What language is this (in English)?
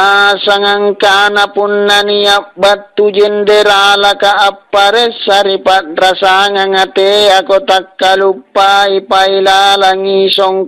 Makasar